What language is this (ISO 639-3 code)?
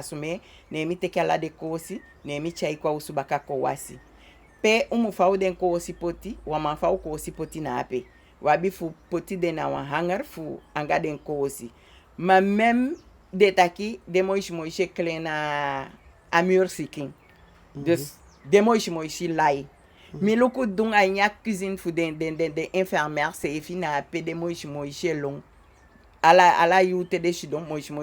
djk